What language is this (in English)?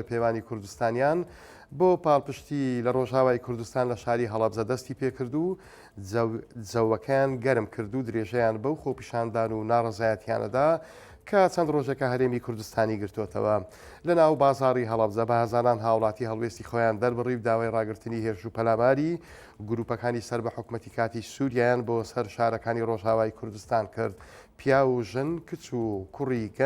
Central Kurdish